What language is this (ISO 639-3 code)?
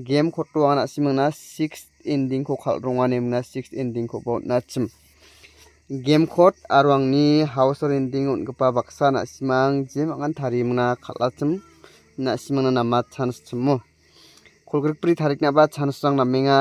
grt